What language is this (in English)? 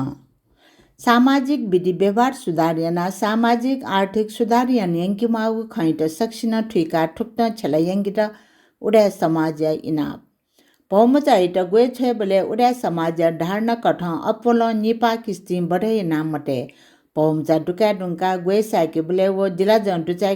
Newari